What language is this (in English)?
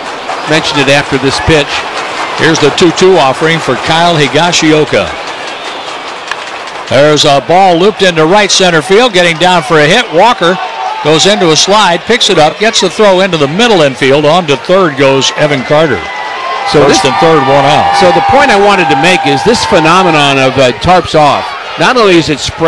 English